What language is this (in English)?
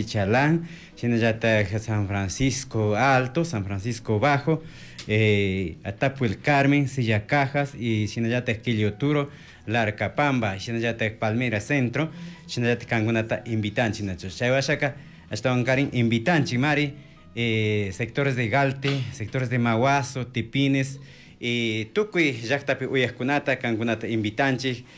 Chimborazo Highland Quichua